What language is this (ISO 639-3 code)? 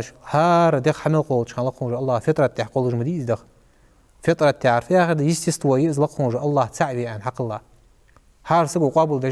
inh